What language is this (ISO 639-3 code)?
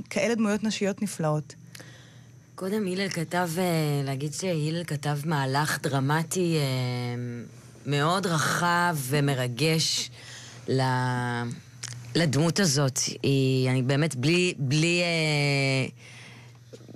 heb